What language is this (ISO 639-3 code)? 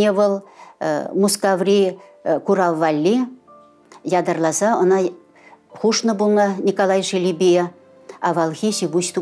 chv